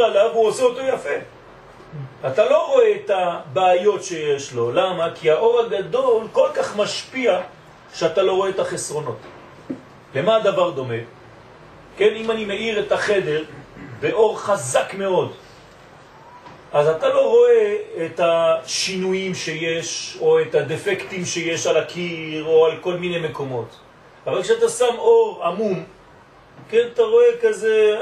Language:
Hebrew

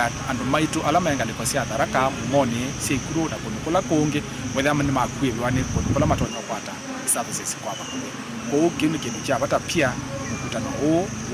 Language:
Kamba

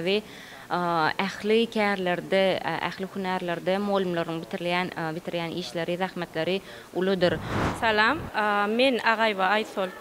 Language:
Turkmen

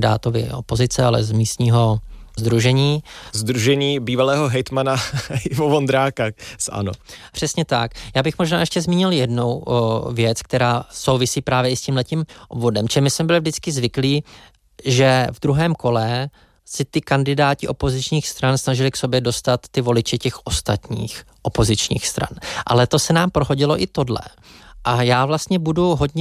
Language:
Czech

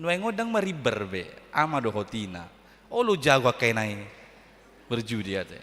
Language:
Batak Toba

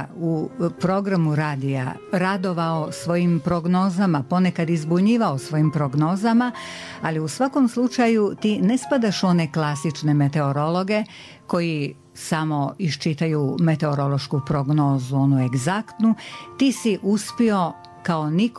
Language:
Bosnian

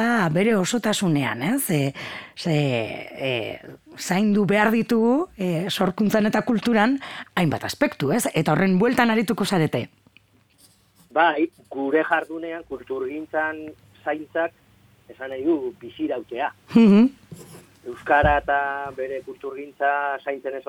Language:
Basque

